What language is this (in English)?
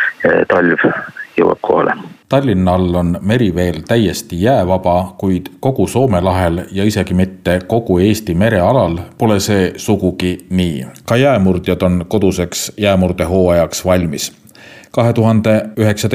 Estonian